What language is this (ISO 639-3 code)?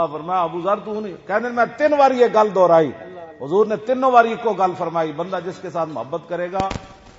lah